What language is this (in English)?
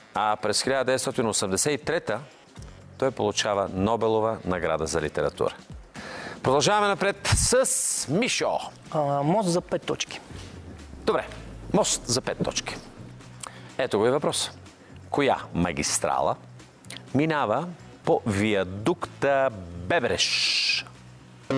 Bulgarian